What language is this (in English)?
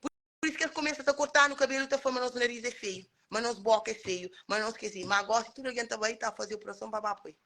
Kabuverdianu